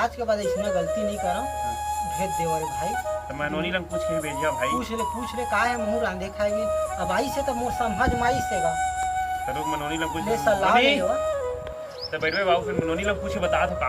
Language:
Chhattisgarhi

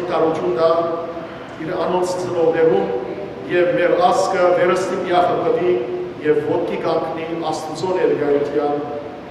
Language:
Western Armenian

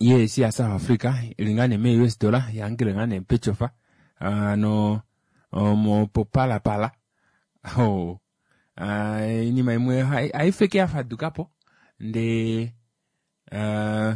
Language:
Kuanyama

